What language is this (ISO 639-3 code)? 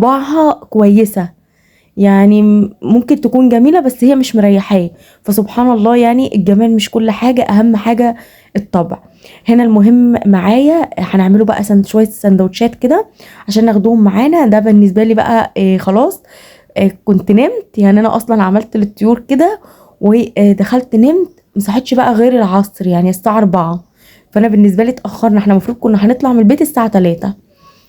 arz